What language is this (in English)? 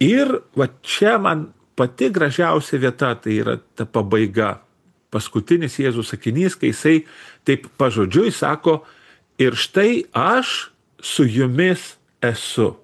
Lithuanian